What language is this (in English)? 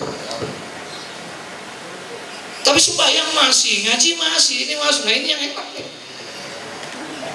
Indonesian